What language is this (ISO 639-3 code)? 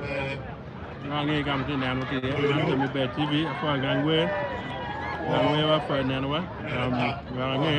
ach